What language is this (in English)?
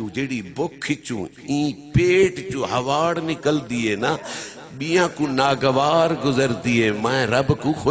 Saraiki